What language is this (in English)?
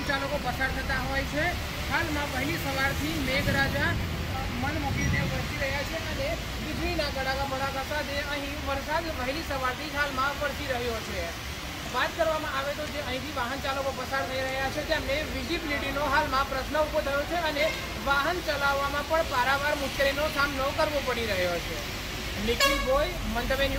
Gujarati